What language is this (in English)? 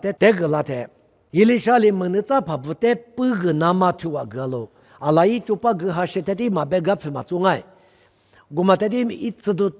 Lisu